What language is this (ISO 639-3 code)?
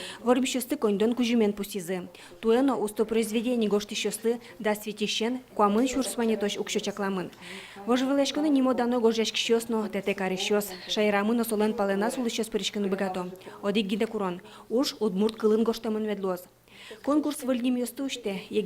udm